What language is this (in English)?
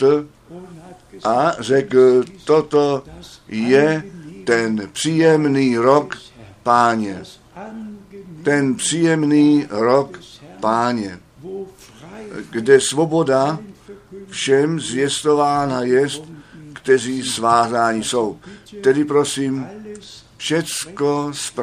Czech